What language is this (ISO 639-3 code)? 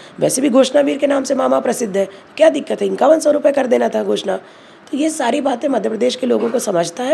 hin